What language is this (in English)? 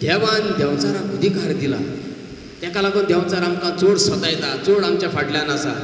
Konkani